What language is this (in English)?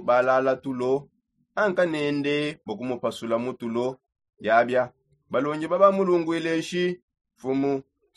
Songe